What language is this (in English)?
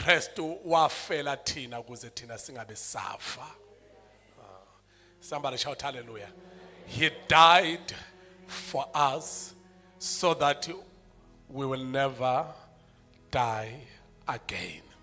Zulu